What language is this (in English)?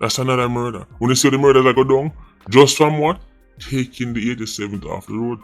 Jamaican Creole English